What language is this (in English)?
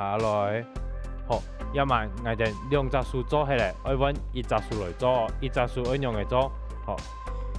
Hakka Chinese